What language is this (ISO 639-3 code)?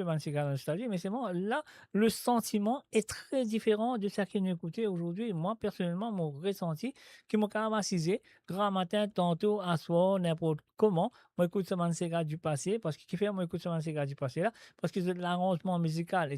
mfe